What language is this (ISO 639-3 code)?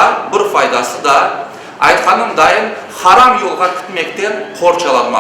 crh